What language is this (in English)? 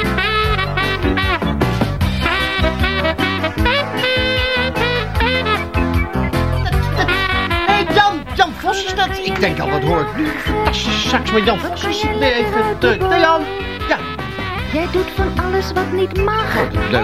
Dutch